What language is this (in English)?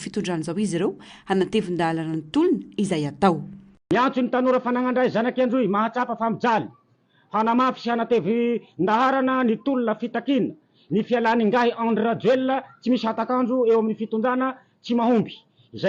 Malagasy